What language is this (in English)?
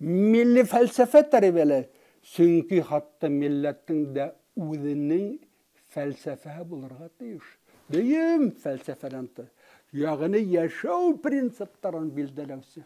Bashkir